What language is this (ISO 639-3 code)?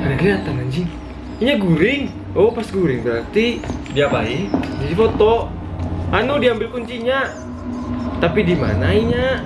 bjn